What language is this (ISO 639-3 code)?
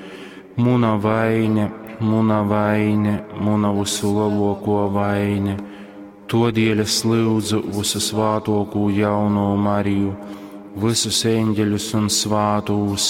ltg